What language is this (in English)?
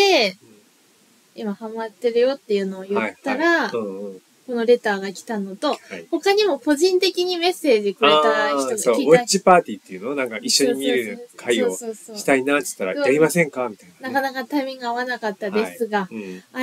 Japanese